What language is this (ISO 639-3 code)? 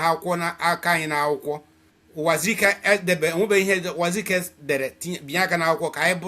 ibo